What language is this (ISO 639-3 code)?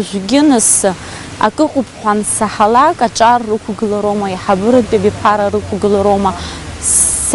abk